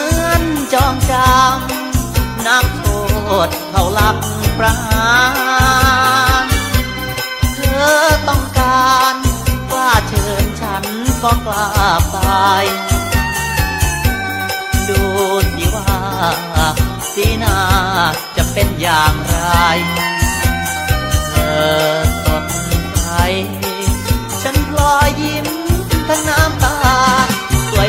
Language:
Thai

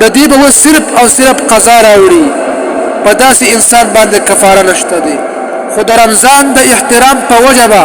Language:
Pashto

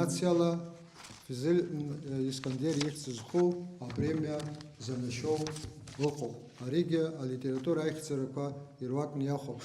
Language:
Abkhazian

